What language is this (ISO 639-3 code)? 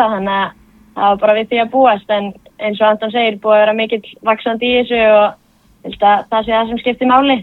isl